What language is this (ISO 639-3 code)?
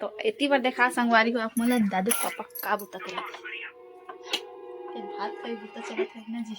hne